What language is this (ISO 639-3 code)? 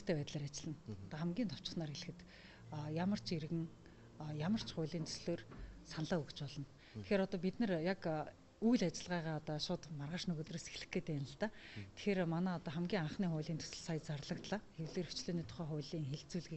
mon